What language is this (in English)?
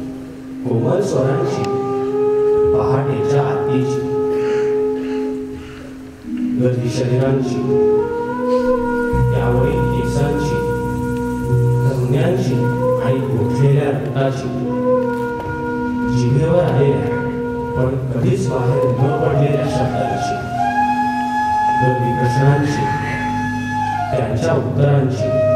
Marathi